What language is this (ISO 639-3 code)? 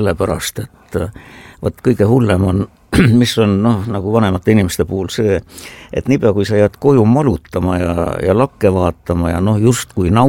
est